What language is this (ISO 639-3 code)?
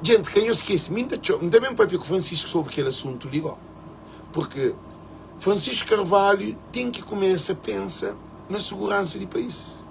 kea